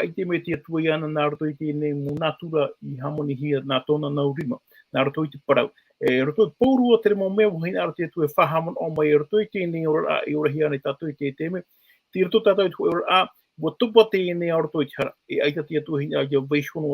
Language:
Tahitian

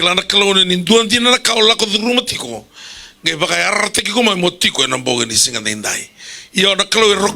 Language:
Fijian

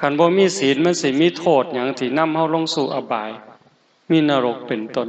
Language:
Northeastern Thai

